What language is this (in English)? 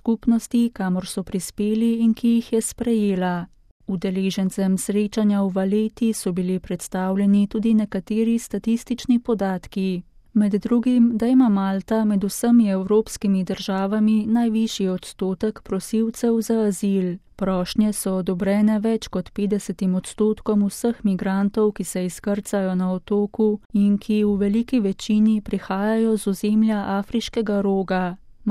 Slovenian